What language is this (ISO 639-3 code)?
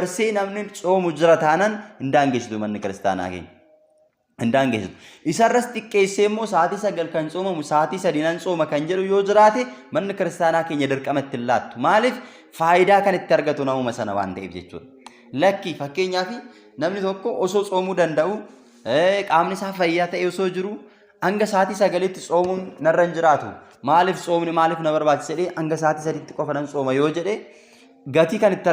orm